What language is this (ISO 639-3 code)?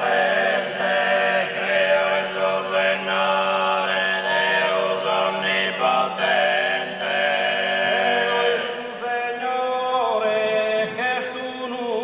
srd